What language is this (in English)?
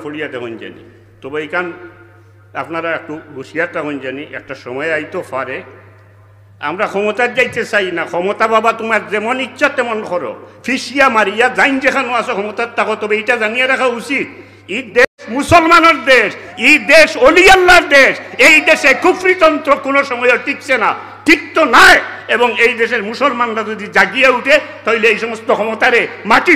Sylheti